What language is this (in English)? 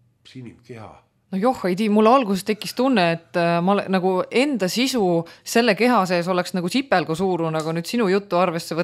Estonian